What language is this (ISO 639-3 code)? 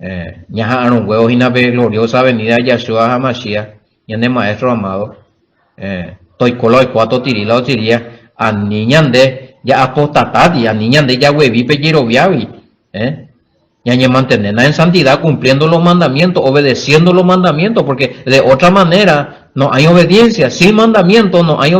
grn